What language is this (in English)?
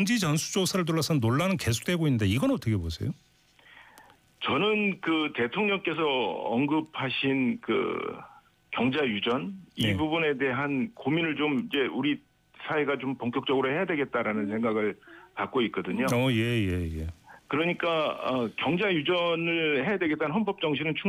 Korean